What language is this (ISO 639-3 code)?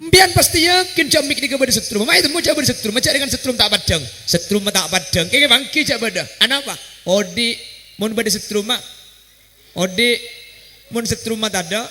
mad